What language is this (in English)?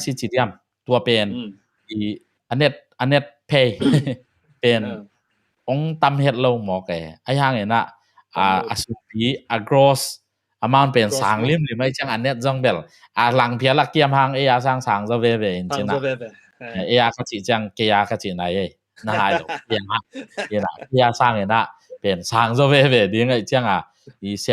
Tedim Chin